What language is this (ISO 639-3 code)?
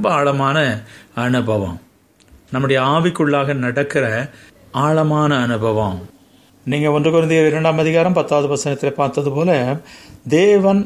tam